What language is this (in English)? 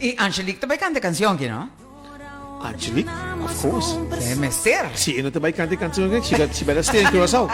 Papiamento